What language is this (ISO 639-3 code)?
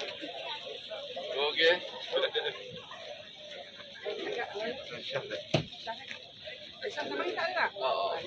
msa